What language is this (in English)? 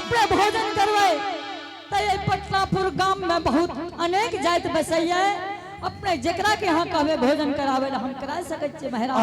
Angika